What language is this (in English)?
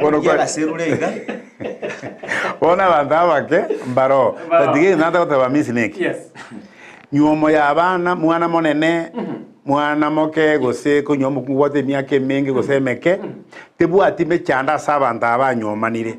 Gusii